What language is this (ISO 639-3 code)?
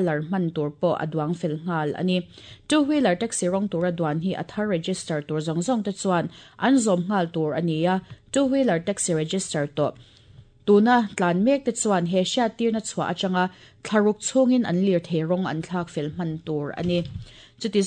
lus